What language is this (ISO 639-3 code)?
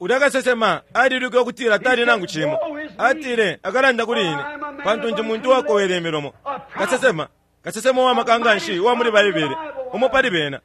bem